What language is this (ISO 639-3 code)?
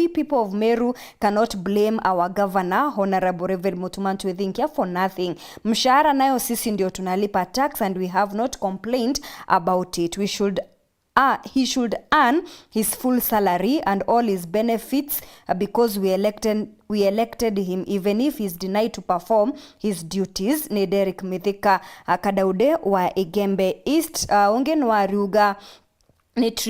mer